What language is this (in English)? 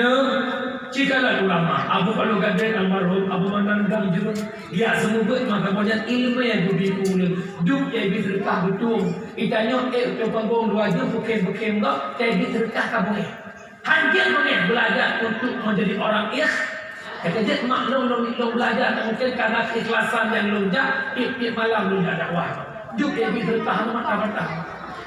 Achinese